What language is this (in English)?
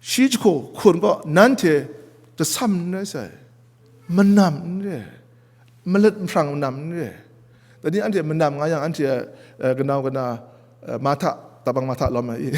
Kachin